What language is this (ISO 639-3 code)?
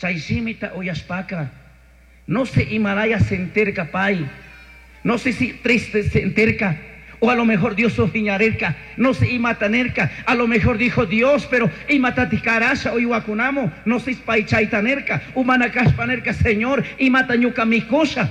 qug